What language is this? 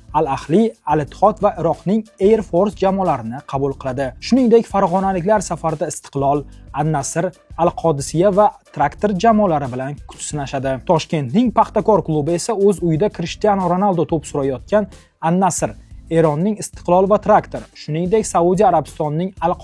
Uzbek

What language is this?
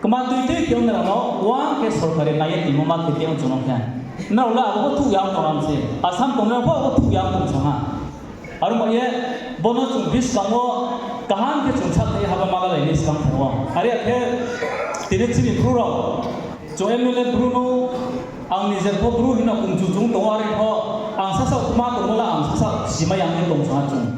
Riang (India)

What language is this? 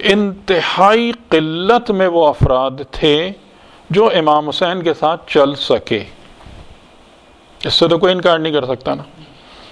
Urdu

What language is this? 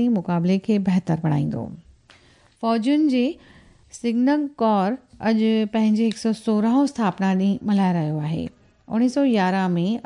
Sindhi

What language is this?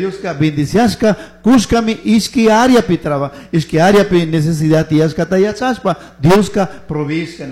Chimborazo Highland Quichua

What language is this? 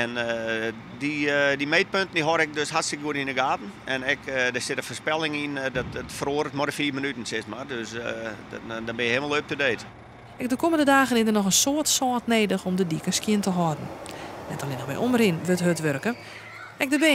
Western Frisian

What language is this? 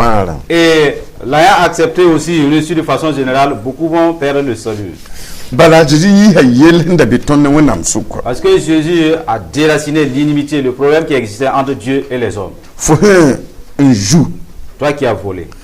Mossi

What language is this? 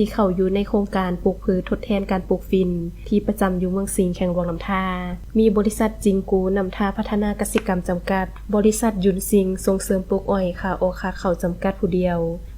Lao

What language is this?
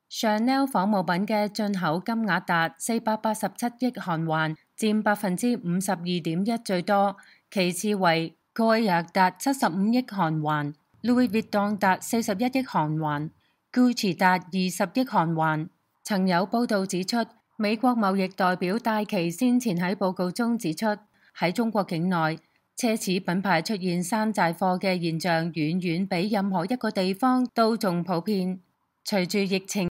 Cantonese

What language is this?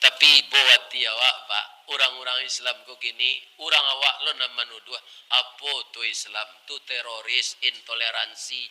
Minangkabau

